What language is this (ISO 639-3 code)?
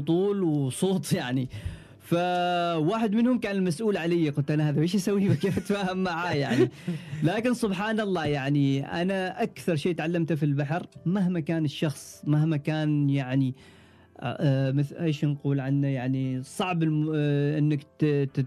afb